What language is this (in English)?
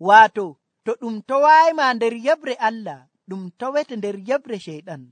Nigerian Fulfulde